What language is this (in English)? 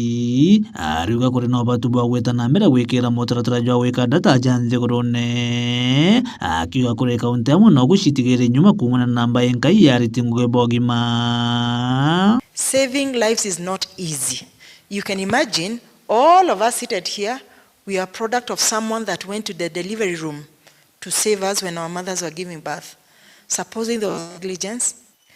Meru